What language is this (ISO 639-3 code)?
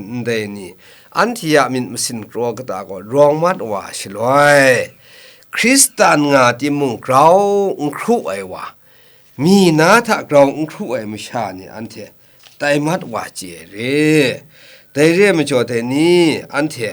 kac